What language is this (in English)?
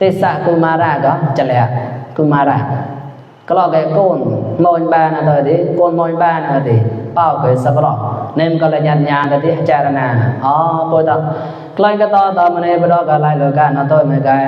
Mon